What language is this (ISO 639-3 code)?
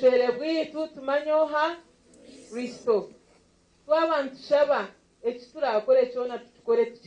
nyn